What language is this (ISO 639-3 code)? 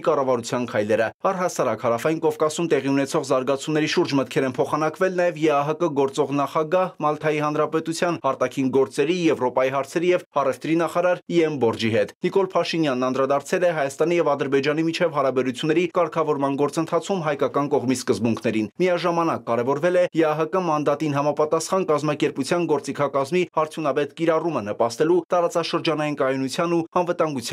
hye